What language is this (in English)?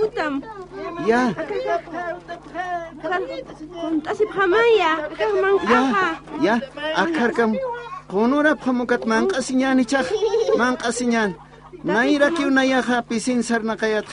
Aymara